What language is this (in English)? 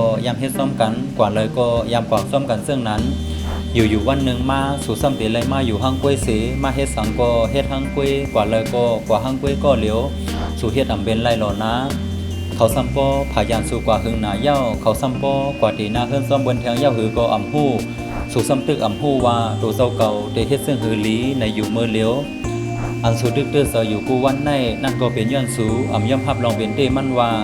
Shan